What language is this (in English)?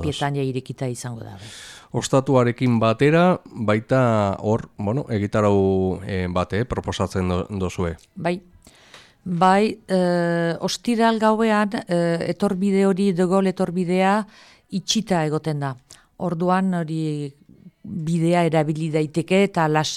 Basque